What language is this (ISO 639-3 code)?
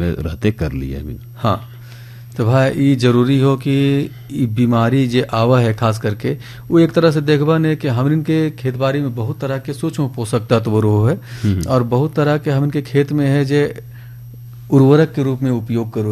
bho